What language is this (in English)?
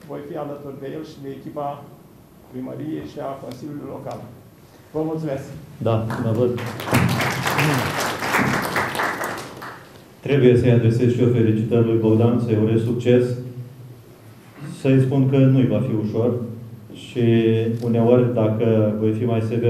Romanian